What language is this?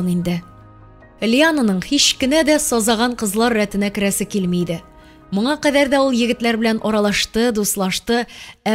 Tatar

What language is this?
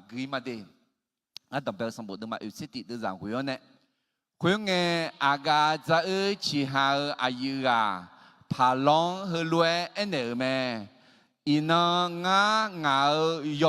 Akha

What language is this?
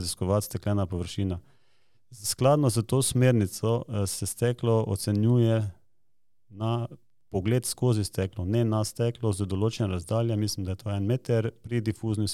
Slovenian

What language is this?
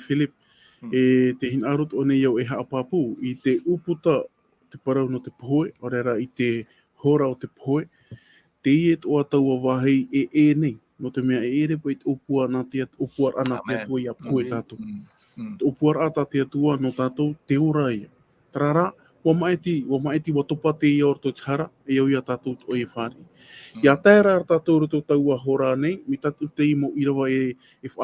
Tahitian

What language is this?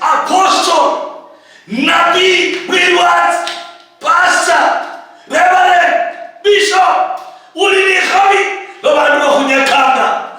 Luyia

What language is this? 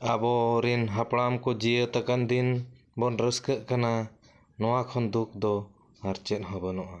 Santali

